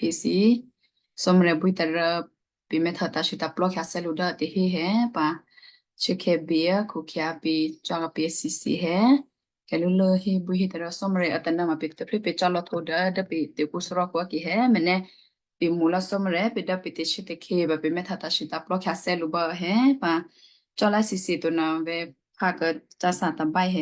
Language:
Western Kayah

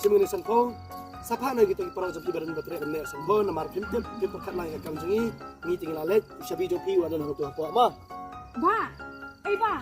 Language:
Khasi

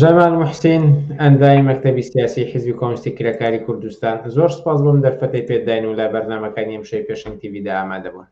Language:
Central Kurdish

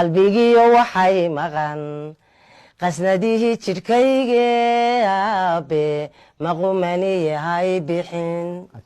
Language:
Somali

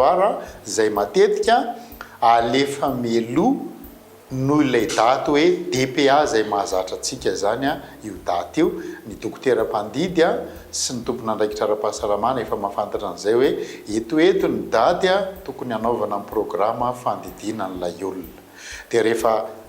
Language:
Malagasy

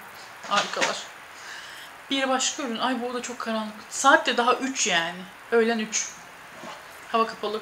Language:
Turkish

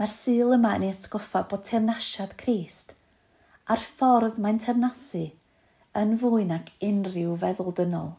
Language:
Welsh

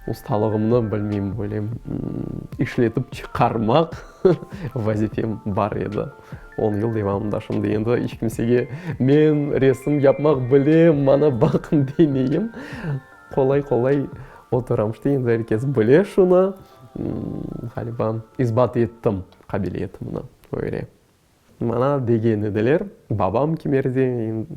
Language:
Crimean Tatar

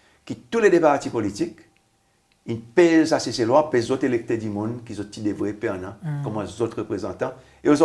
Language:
Seselwa Creole French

